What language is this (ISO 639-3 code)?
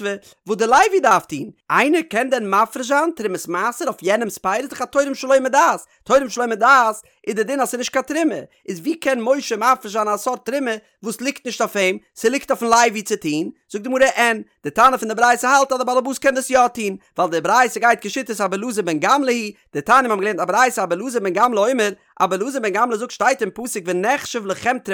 yid